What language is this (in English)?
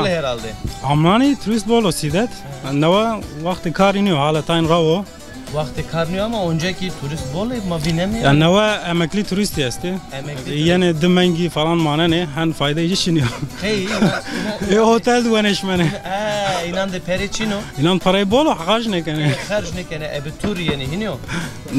Zaza